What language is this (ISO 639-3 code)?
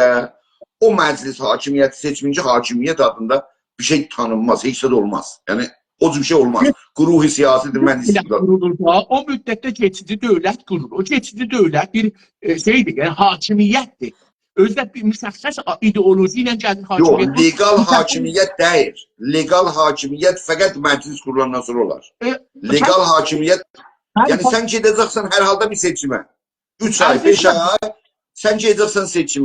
azb